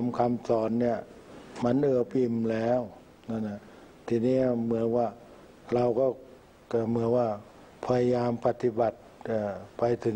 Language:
Thai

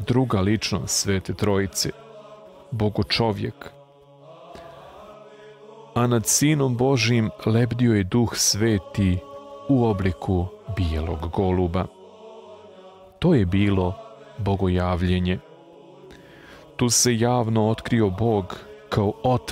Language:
Serbian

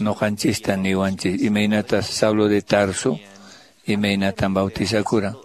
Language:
Quechua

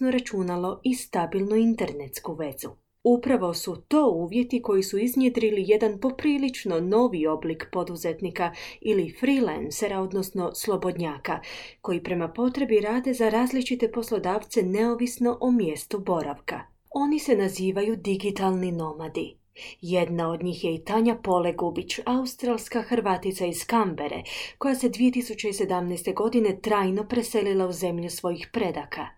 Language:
Croatian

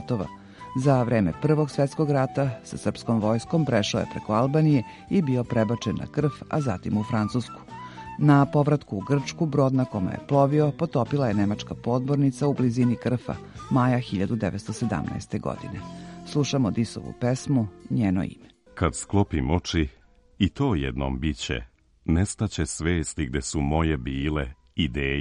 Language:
Serbian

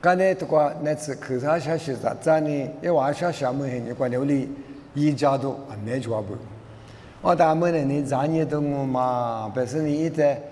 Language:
Lisu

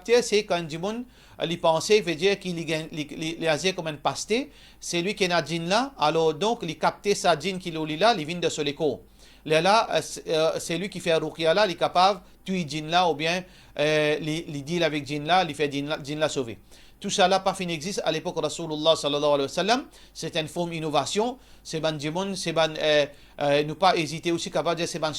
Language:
Morisyen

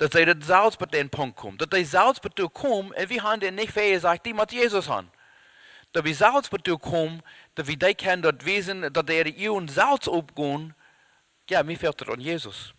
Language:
Plautdietsch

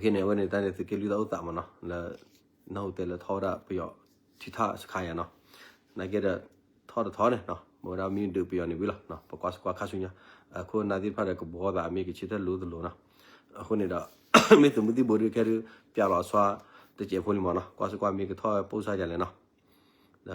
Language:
S'gaw Karen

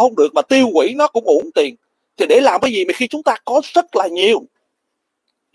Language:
Vietnamese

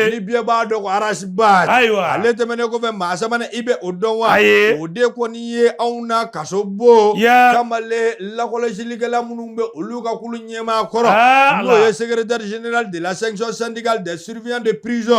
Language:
Bambara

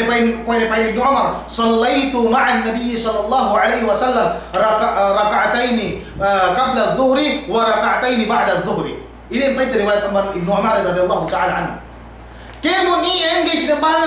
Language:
Yakan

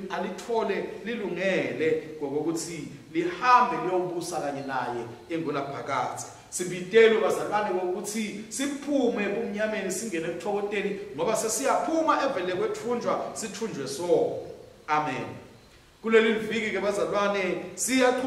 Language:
Swati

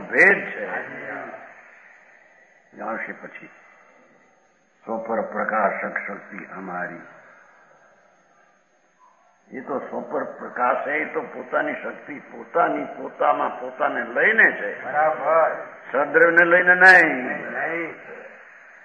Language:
Gujarati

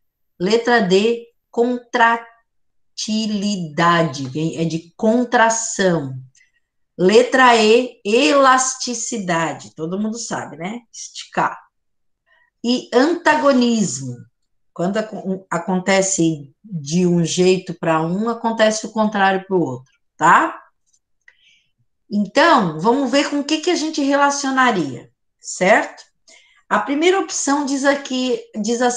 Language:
Portuguese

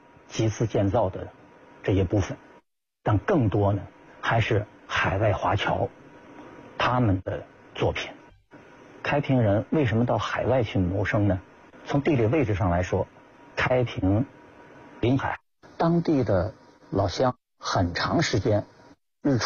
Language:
Chinese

